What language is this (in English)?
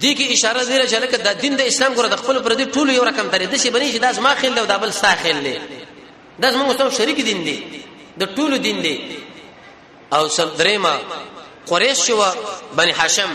Pashto